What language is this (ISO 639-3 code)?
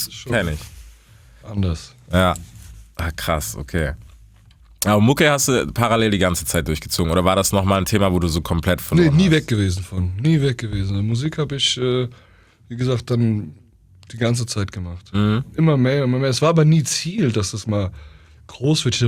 deu